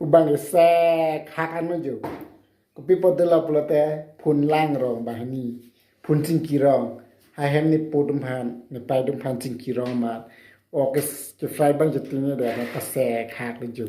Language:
Karbi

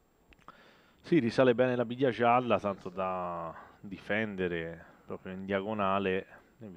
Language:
Italian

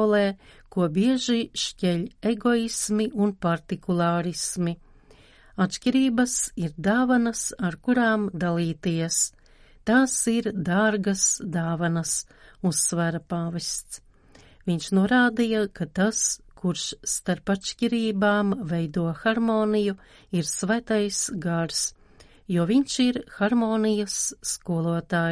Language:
Latvian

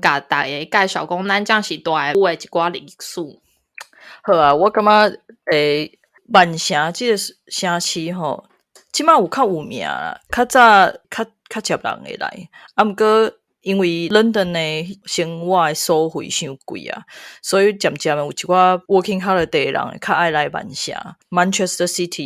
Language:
Min Nan Chinese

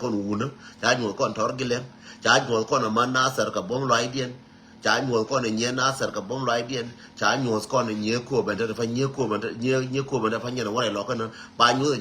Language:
Nuer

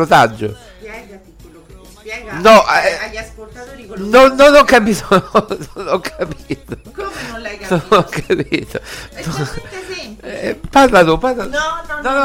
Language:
Italian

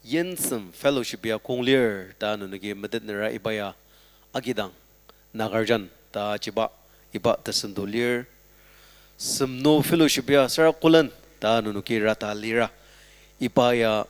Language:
Ao Naga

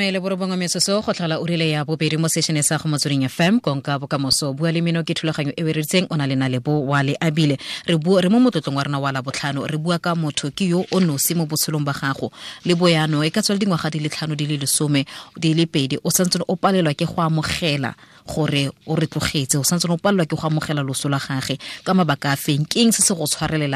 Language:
Tswana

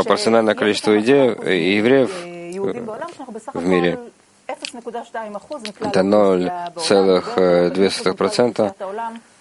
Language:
Russian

